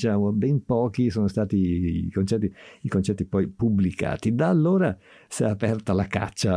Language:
Italian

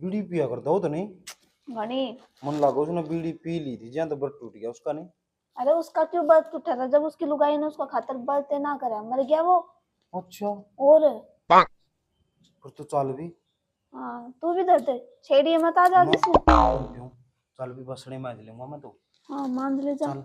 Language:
Haryanvi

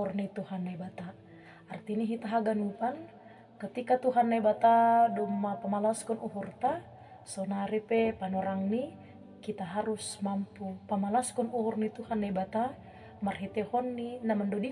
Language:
Batak Simalungun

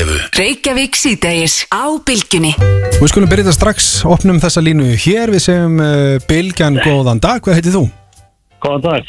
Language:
Icelandic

